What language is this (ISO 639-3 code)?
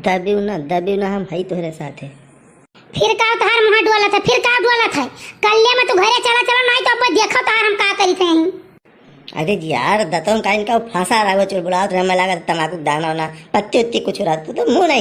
awa